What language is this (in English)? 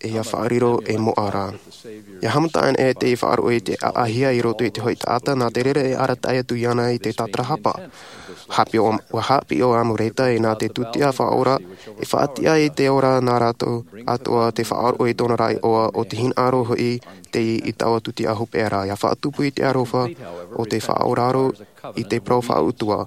Tahitian